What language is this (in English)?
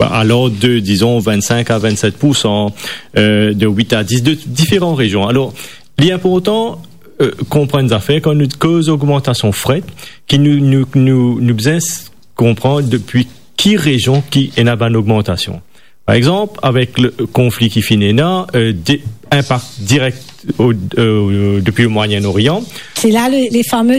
Morisyen